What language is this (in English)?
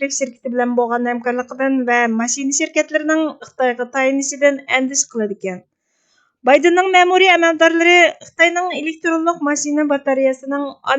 Uyghur